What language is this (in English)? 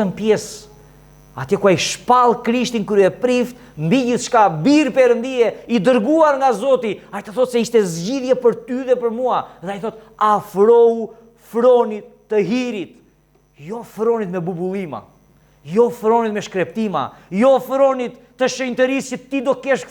Albanian